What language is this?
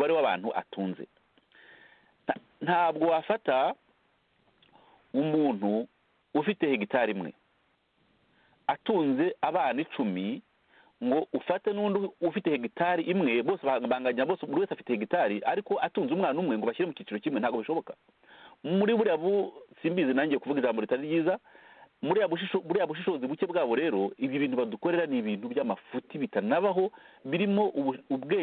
Kinyarwanda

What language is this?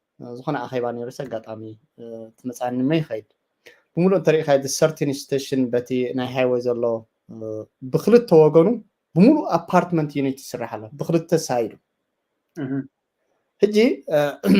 Tigrinya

